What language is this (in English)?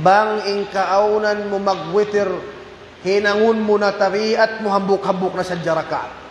Tausug